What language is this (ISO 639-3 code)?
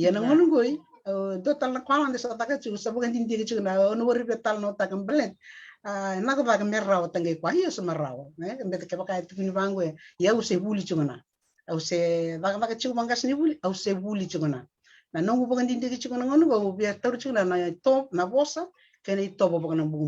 fij